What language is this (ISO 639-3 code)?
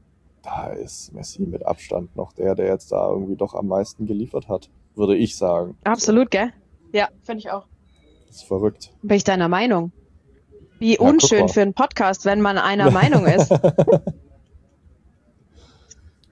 deu